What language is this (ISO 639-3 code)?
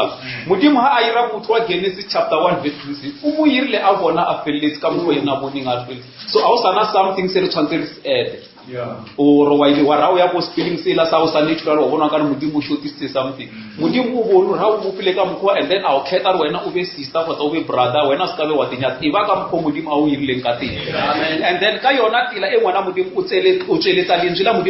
nso